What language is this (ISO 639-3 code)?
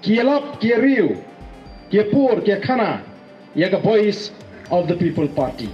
kha